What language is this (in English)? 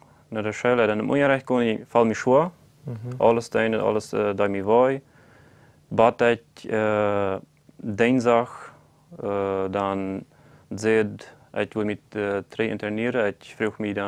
Plautdietsch